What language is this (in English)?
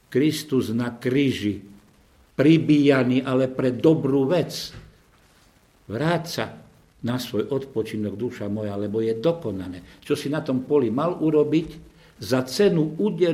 Slovak